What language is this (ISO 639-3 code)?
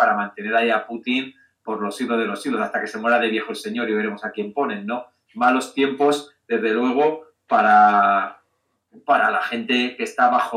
spa